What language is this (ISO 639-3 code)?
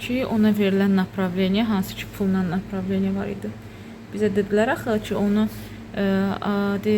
aze